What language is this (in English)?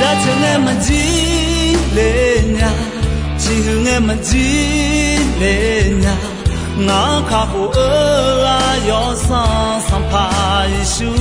Akha